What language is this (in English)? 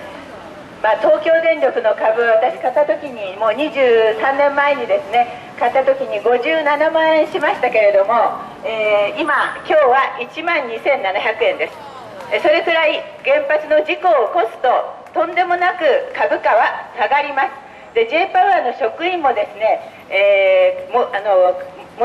Japanese